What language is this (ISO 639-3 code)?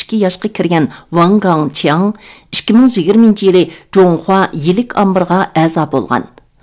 uig